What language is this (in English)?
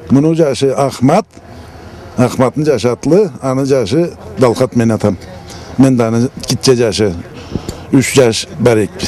Karachay-Balkar